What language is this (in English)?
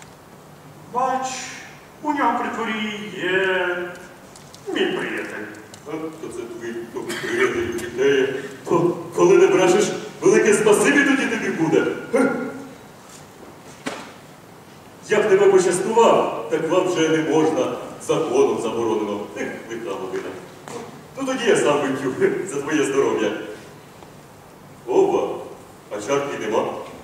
Ukrainian